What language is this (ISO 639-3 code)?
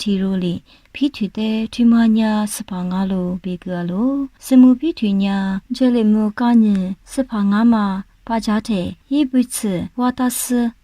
lis